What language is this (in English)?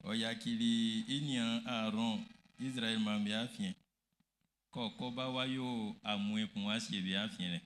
Baoulé